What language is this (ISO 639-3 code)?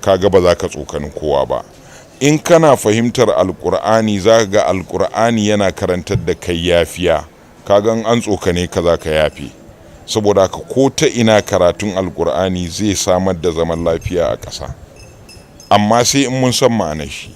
hau